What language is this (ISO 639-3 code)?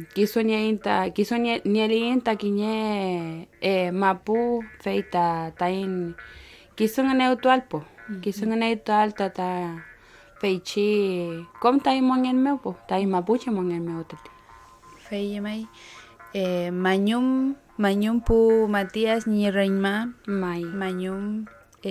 arn